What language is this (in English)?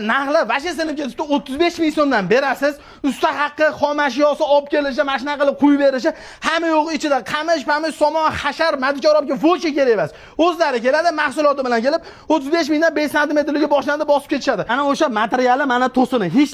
Uzbek